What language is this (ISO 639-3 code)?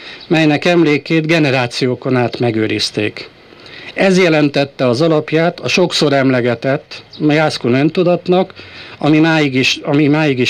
hun